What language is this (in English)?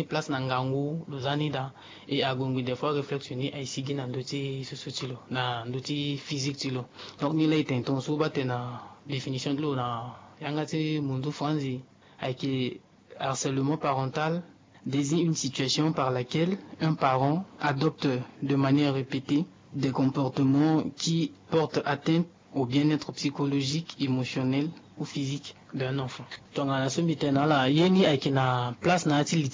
Sango